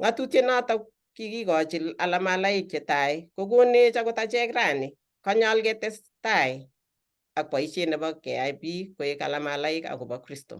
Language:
Kalenjin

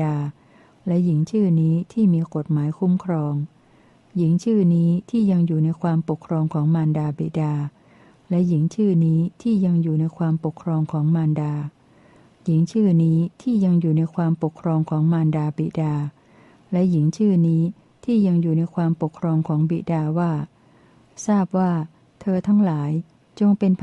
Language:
Thai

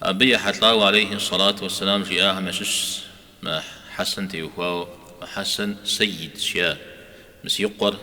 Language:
Kabardian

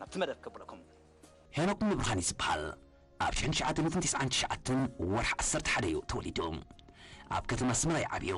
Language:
Tigrinya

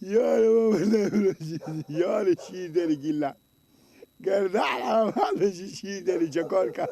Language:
Persian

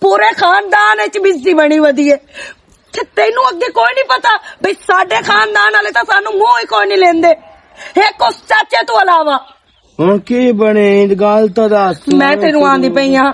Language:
Western Panjabi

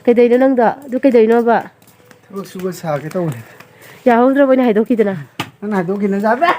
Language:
Manipuri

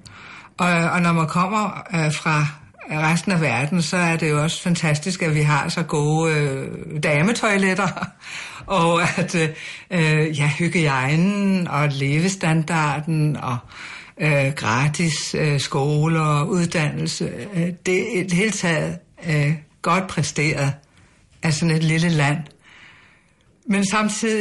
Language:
Danish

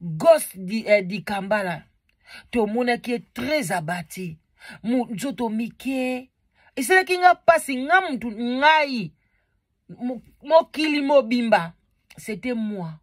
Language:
Lingala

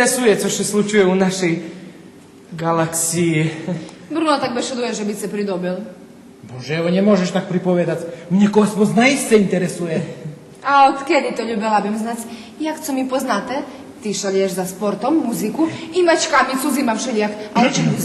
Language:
Rusyn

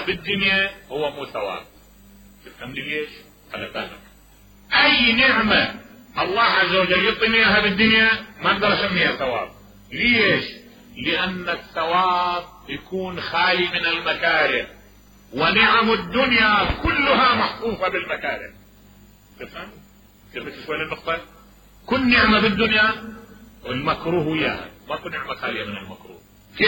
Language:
Mesopotamian Arabic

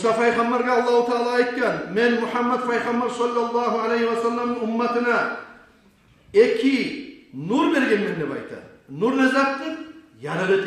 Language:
Kumyk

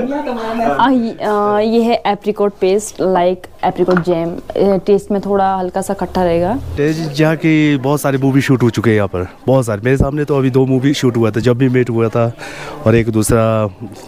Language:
Hindi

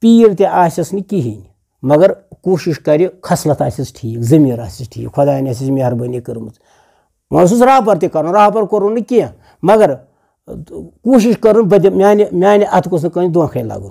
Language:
Kashmiri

